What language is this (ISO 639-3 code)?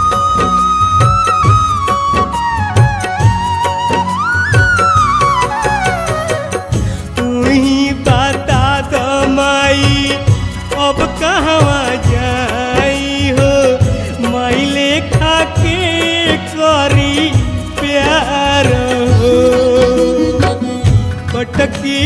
bho